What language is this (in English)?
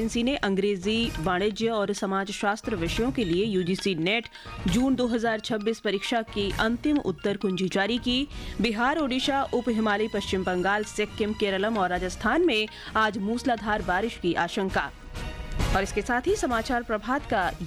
Hindi